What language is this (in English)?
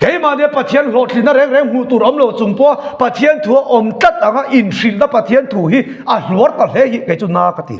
Mizo